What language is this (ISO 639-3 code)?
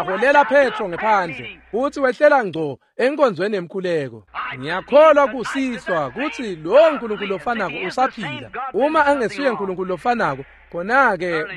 ssw